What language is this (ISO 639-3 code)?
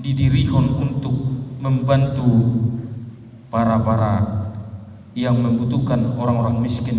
bbc